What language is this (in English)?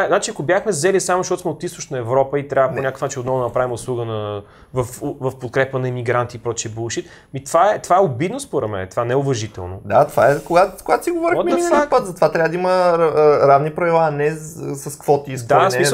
Bulgarian